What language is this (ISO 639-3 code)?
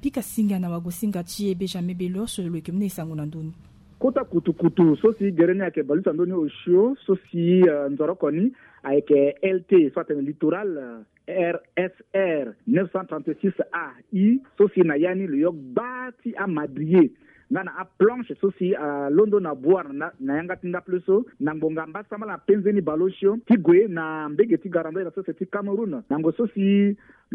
sag